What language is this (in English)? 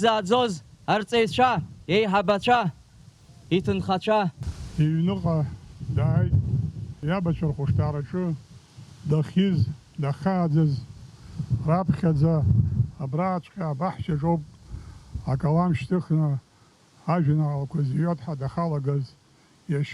Abkhazian